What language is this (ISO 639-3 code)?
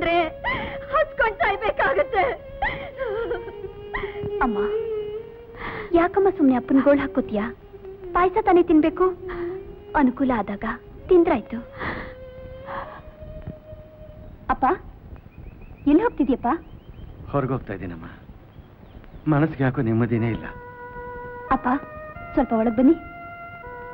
kan